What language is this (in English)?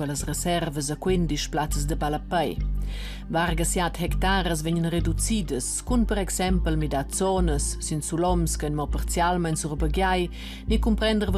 Romansh